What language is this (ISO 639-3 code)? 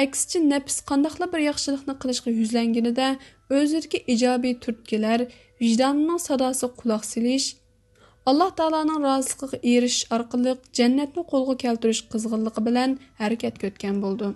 uig